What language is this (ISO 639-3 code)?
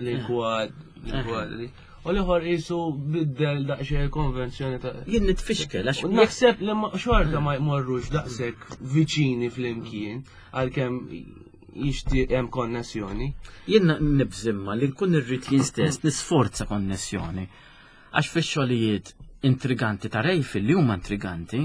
mlt